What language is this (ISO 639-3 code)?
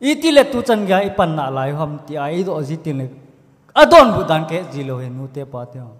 tcz